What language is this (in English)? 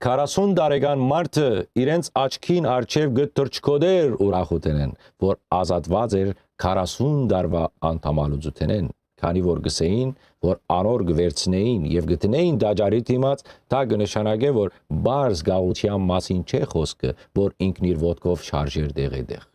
Western Armenian